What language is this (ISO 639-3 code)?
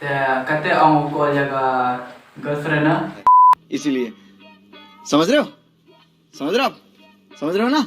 kha